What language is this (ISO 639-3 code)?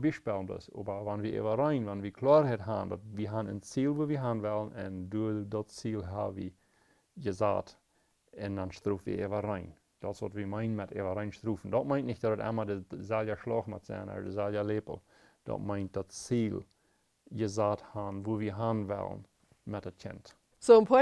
pdt